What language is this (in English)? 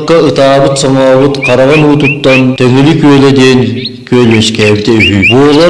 Yakut